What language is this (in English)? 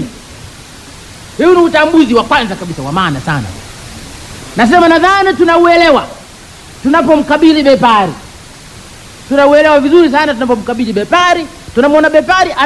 Swahili